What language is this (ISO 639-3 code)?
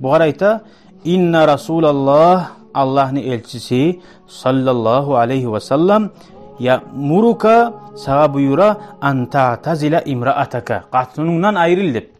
kum